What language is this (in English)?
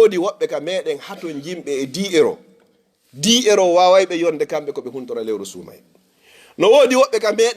Fula